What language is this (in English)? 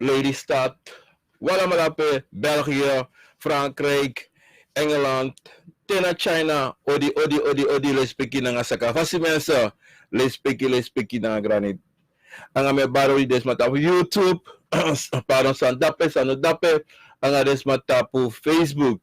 Sranan Tongo